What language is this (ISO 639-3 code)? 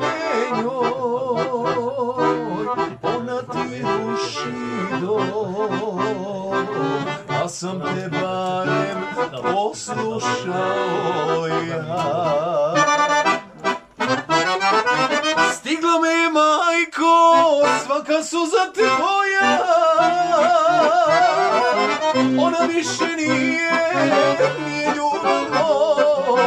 hrv